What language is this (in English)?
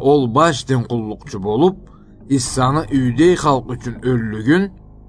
Karachay-Balkar